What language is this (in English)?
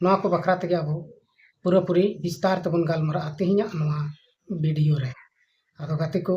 Santali